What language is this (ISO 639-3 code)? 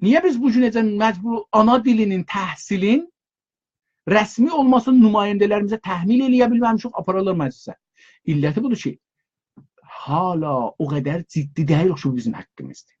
azb